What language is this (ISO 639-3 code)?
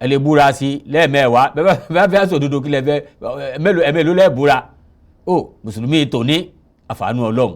yor